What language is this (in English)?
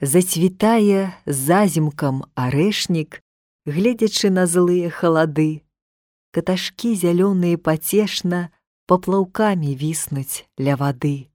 Belarusian